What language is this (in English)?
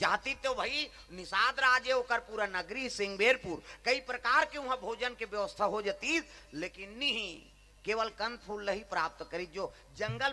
Chhattisgarhi